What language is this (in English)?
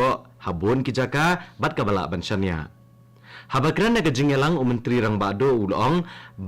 Khasi